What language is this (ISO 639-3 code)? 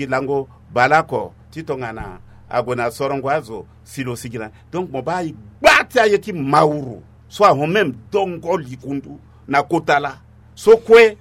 sag